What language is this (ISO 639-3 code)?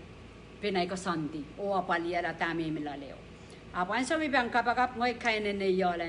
pon